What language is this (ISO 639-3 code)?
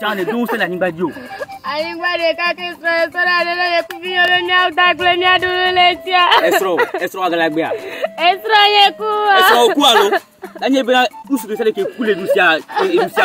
ewe